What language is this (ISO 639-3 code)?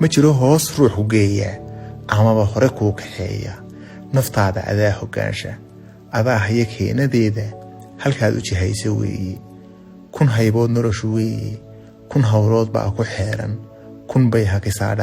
som